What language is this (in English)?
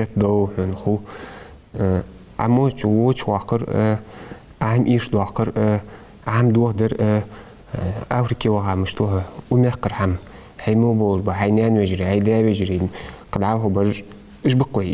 Ingush